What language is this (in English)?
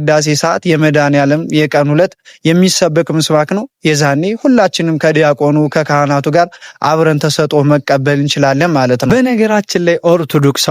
Amharic